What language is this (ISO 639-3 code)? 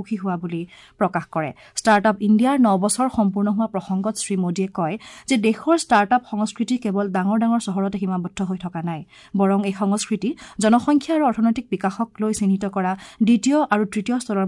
asm